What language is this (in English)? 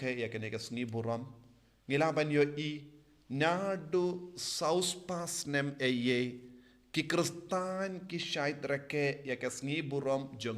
Khasi